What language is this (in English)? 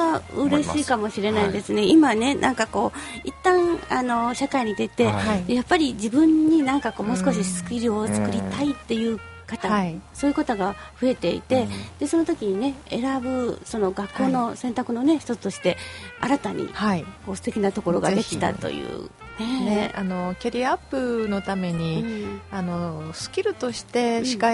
Japanese